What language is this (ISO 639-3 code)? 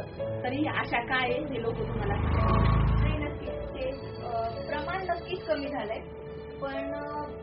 mar